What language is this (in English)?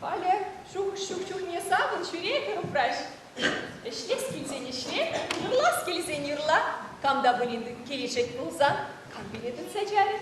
Chuvash